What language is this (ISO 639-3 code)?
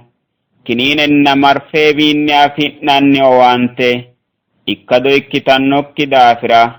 sid